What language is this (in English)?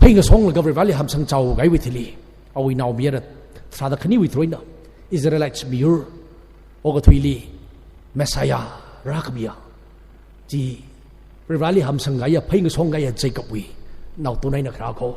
Tangkhul Naga (India)